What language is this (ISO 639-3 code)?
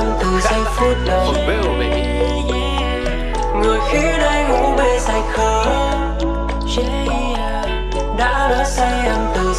vie